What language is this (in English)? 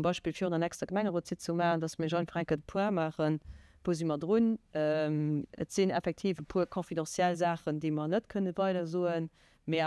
Luxembourgish